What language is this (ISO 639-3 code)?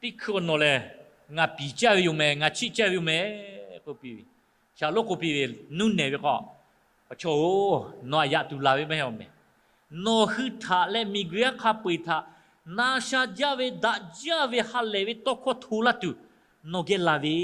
lhu